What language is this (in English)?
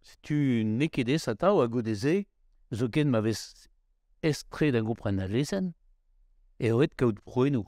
Breton